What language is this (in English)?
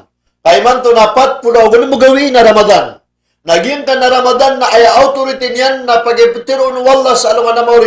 Maranao